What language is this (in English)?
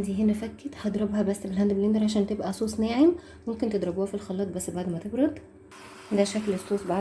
Egyptian Arabic